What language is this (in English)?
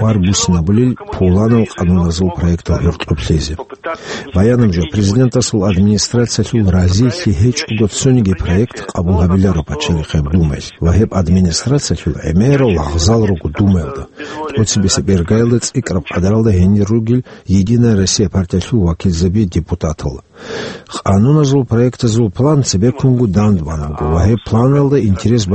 Avaric